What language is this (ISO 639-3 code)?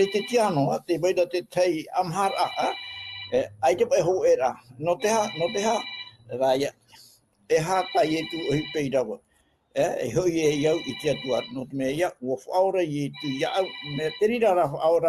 tah